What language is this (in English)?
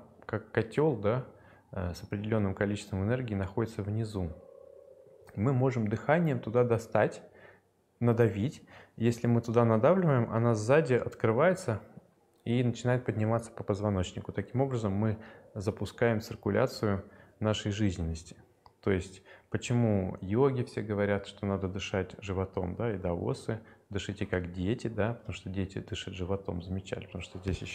Russian